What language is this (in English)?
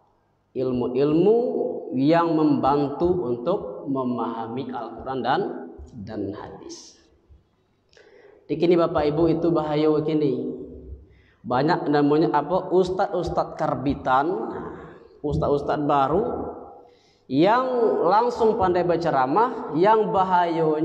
Indonesian